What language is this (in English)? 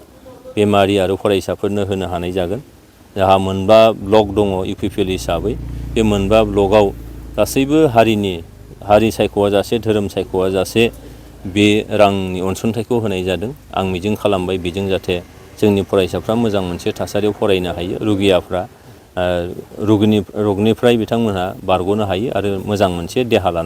Bodo